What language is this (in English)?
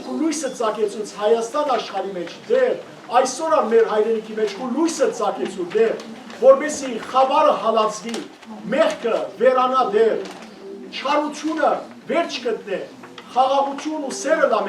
Western Armenian